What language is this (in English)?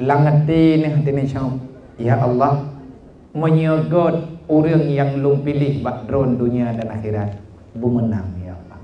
Achinese